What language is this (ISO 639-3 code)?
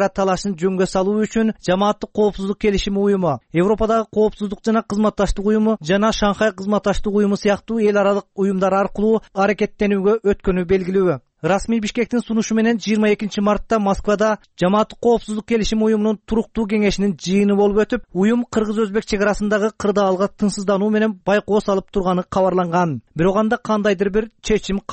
kir